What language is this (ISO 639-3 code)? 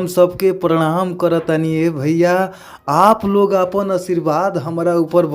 bho